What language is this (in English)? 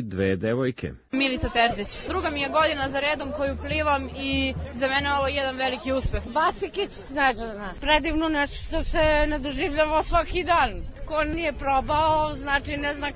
Serbian